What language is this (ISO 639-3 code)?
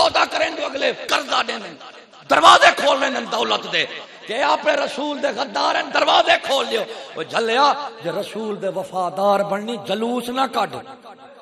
skr